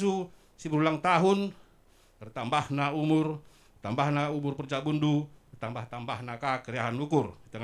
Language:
Batak Karo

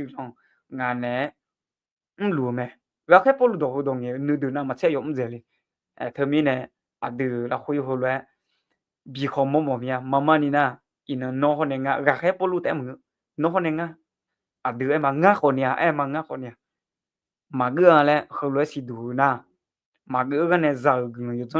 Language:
Akha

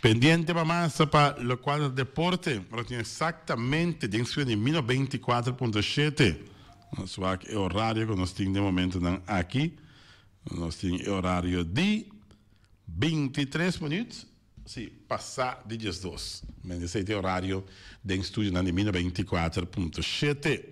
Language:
Papiamento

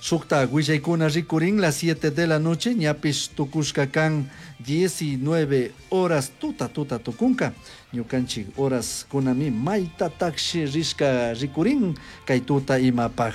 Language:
Chimborazo Highland Quichua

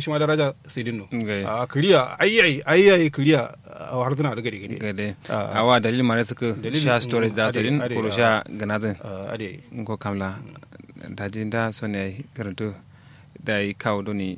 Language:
Kanuri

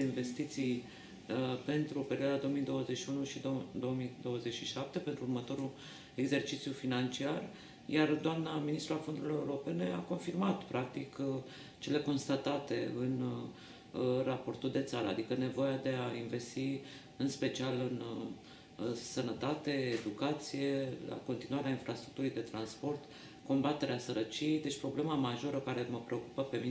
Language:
Romanian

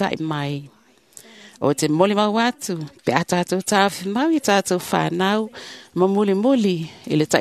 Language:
Samoan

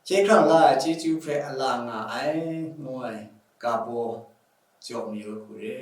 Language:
Kachin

